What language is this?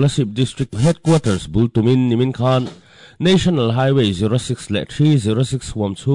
Mizo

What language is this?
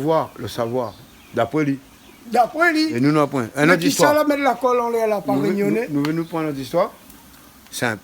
Réunion Creole French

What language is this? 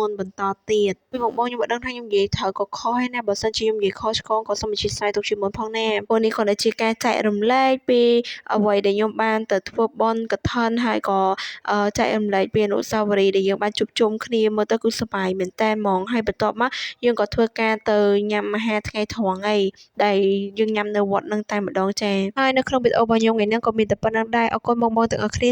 Khmer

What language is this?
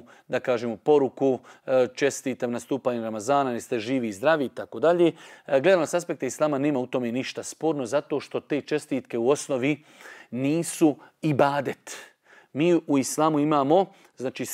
Bosnian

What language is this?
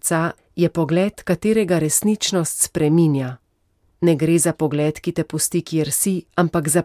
Slovenian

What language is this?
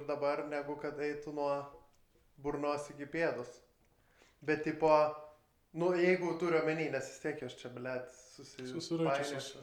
Lithuanian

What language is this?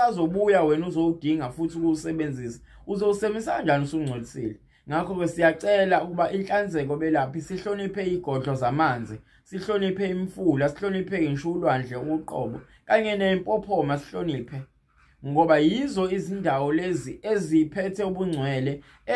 Zulu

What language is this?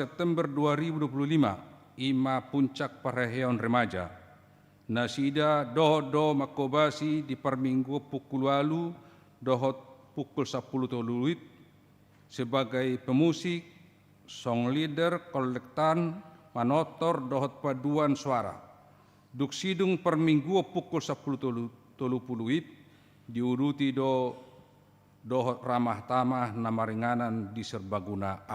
Batak Toba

